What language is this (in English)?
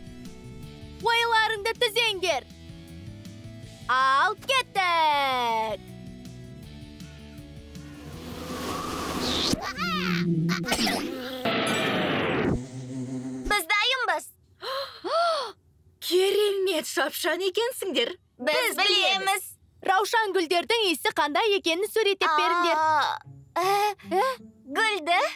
Kazakh